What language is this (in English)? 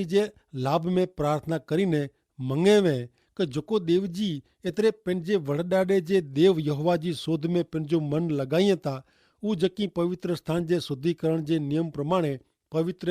Kachhi